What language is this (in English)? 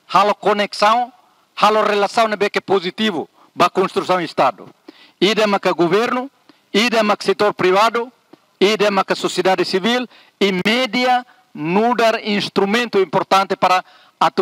Tetum